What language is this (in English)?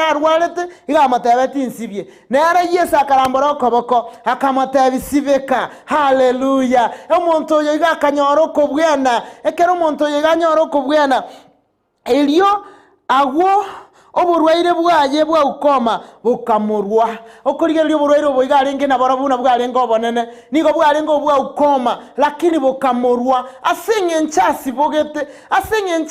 Gusii